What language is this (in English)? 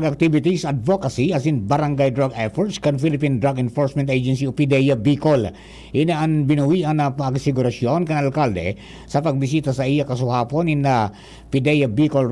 Bikol